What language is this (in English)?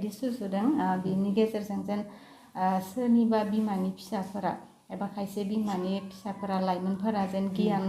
Bodo